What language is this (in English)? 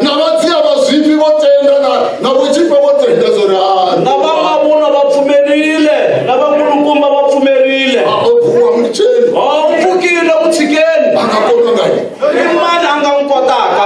Tsonga